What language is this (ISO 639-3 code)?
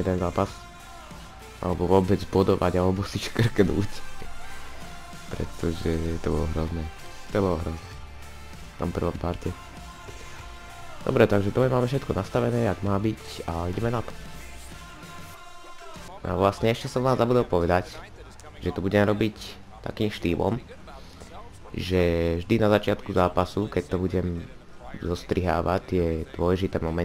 slk